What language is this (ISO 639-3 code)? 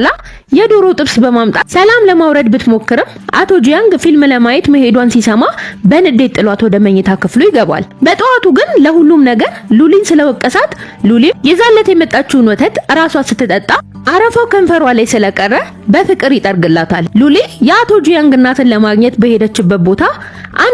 amh